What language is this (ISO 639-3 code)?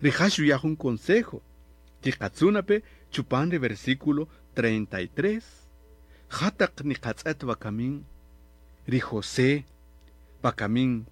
cak